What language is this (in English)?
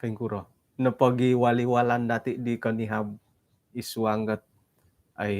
Central Dusun